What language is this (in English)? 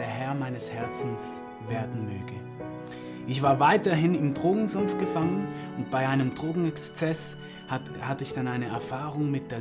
Swiss German